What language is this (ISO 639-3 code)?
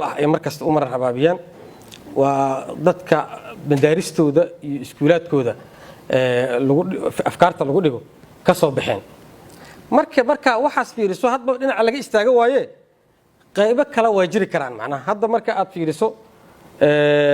som